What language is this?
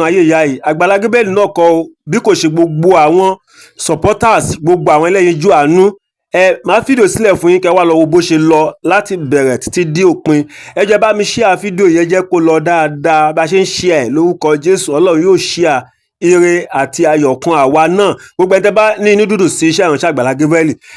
Yoruba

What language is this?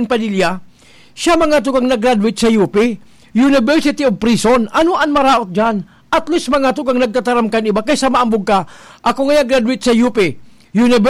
Bikol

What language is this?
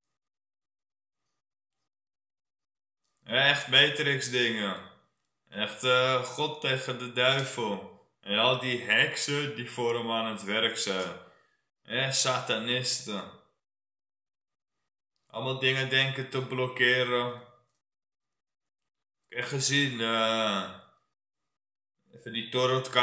Dutch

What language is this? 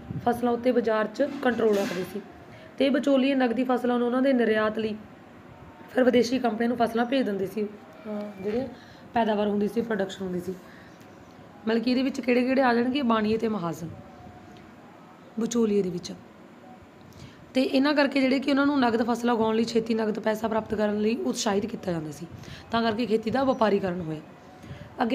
Punjabi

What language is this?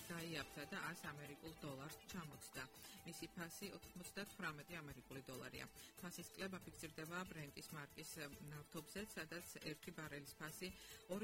Georgian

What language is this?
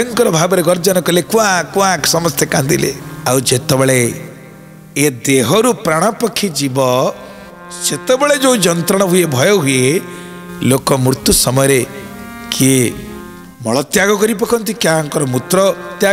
Odia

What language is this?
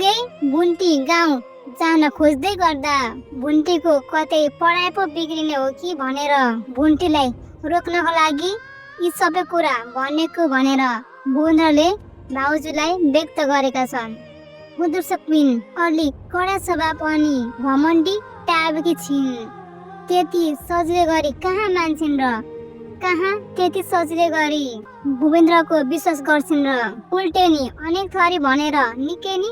Nepali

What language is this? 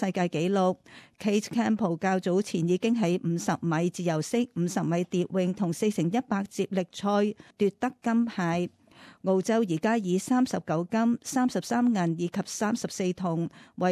Cantonese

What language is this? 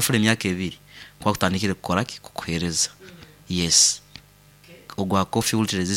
Nyoro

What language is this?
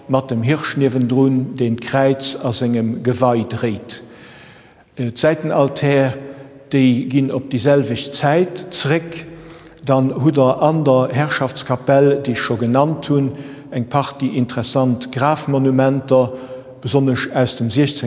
Luxembourgish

